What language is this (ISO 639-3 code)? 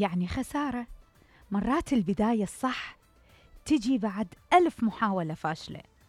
acm